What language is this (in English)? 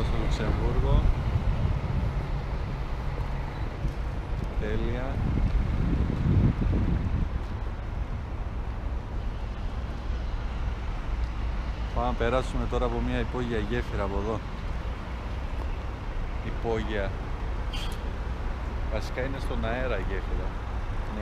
Greek